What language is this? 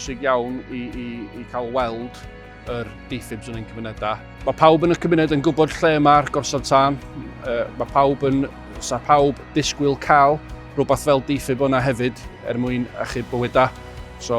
Welsh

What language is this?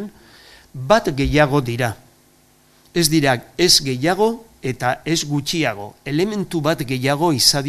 Basque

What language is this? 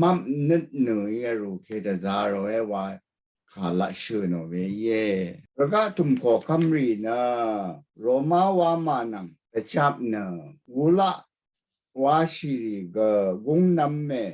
Rawang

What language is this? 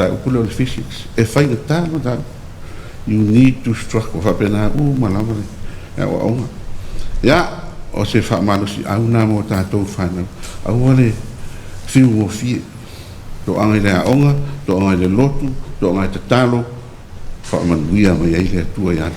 Samoan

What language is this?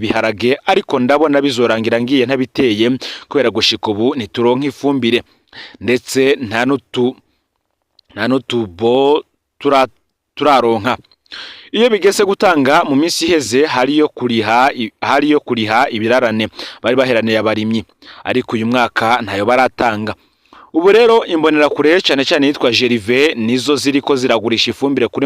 Rundi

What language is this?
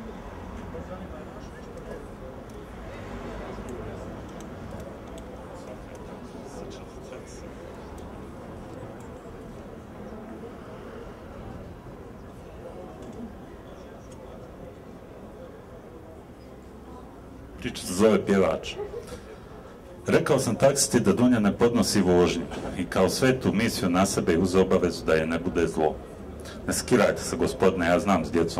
Bosnian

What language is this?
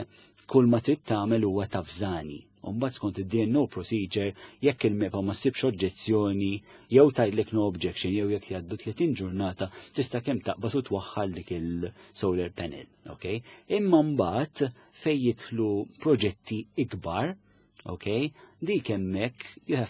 Maltese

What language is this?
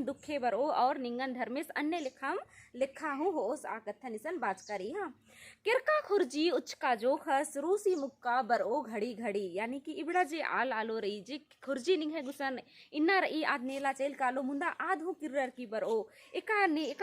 Kurukh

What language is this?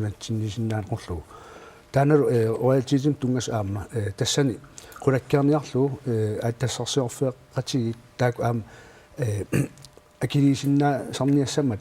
Kalaallisut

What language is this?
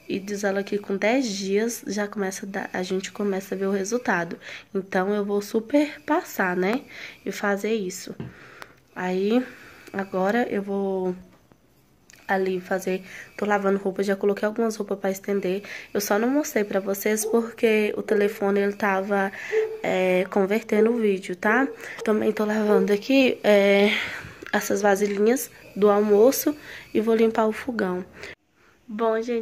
Portuguese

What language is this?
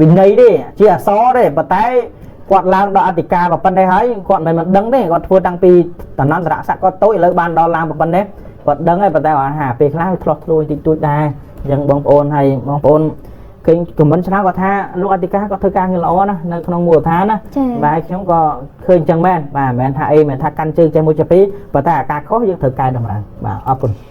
Khmer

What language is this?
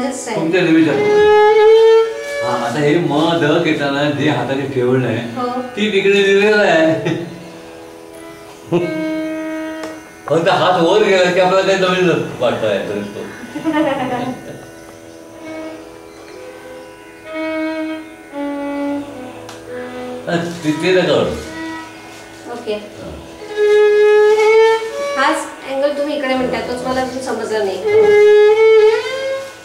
Marathi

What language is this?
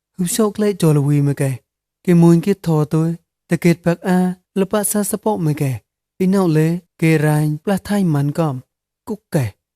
Mon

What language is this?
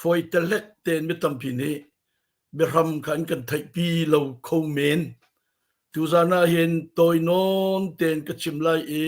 Hakha Chin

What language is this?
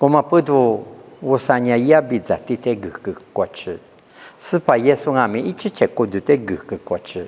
Lisu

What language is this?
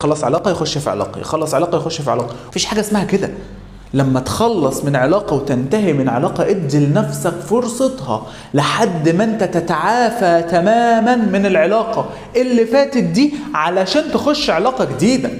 Egyptian Arabic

